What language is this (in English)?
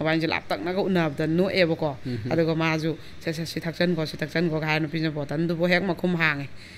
Manipuri